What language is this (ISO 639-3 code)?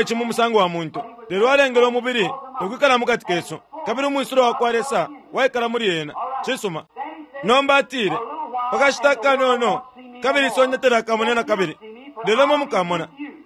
bem